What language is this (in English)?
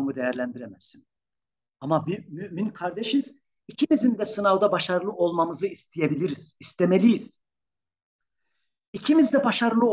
Turkish